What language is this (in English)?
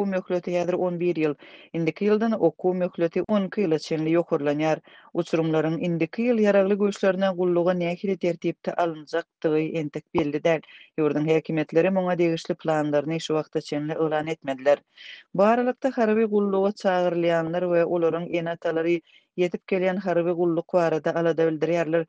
Turkmen